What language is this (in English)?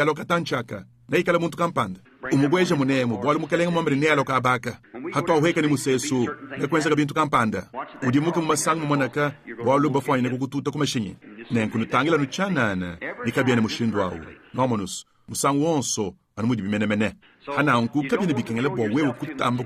Luba-Lulua